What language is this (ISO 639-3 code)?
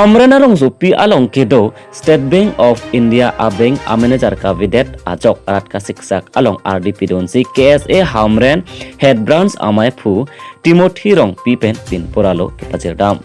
mjw